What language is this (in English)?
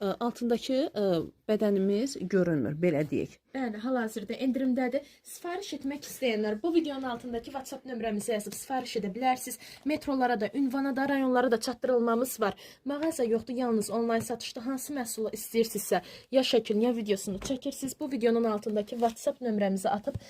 Azerbaijani